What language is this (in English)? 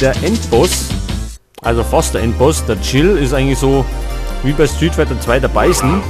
Bavarian